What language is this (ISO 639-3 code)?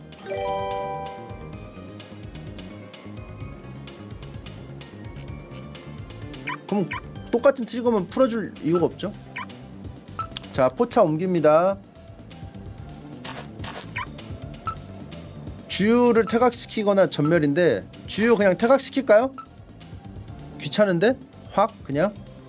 kor